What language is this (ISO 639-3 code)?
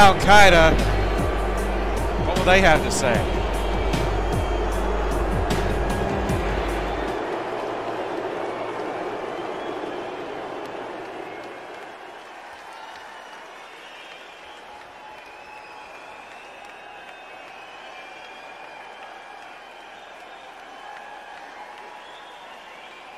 eng